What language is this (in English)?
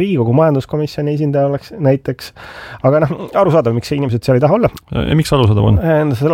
Estonian